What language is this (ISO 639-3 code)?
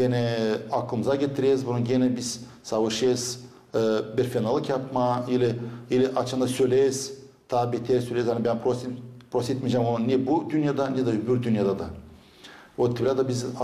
gag